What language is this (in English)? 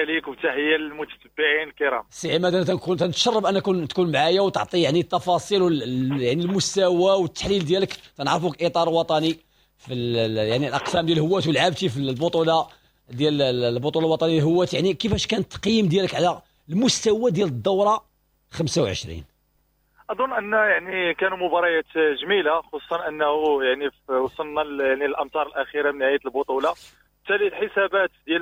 Moroccan Arabic